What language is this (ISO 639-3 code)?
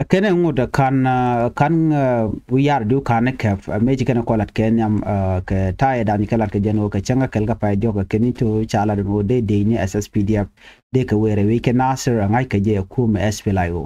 nus